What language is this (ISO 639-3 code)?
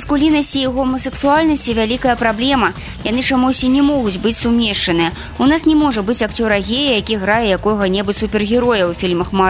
bel